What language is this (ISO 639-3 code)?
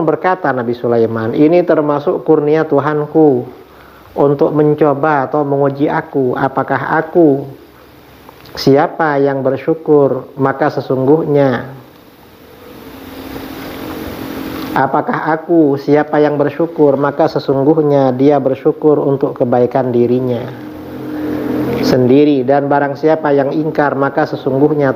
ind